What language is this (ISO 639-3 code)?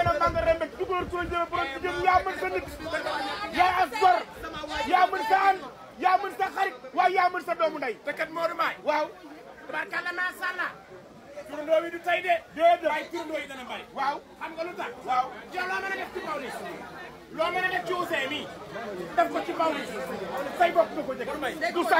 wol